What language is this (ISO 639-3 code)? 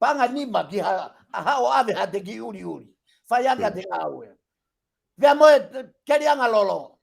ton